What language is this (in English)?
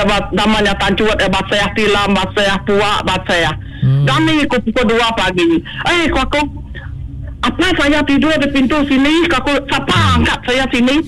Malay